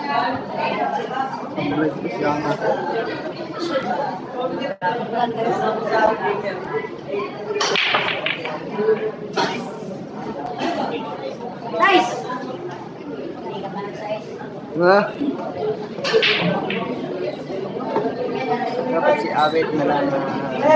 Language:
Filipino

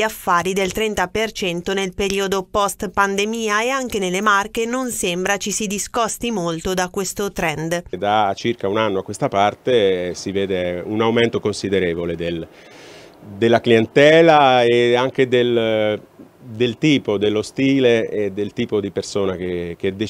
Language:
Italian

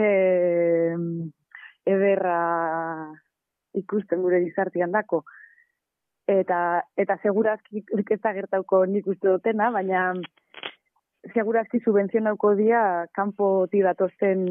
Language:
Basque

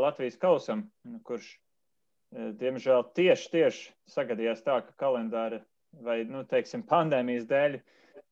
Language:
Latvian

